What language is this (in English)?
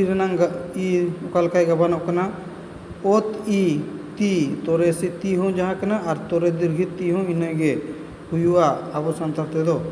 Santali